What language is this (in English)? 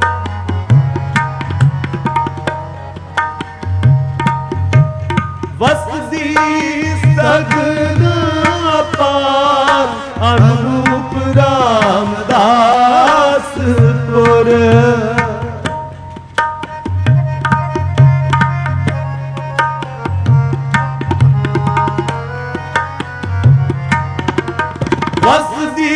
Punjabi